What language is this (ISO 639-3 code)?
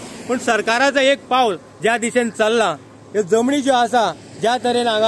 kok